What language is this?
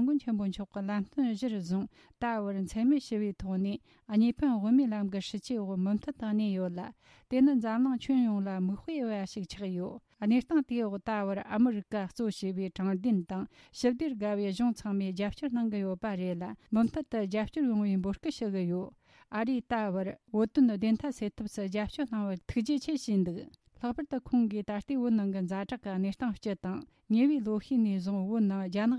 Tibetan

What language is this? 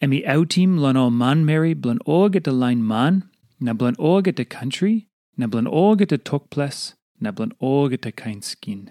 Tok Pisin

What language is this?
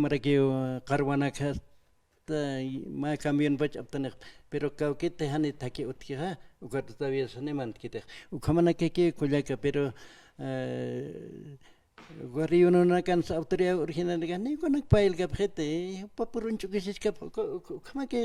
Aymara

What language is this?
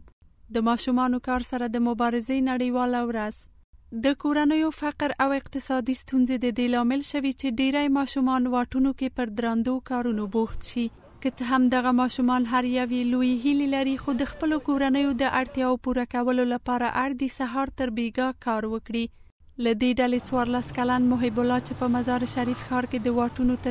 Pashto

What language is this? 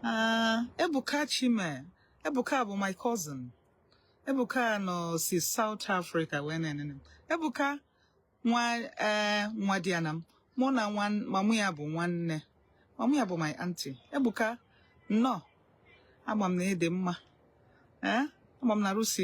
Igbo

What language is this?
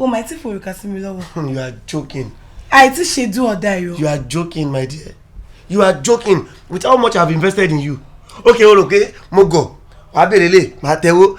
Yoruba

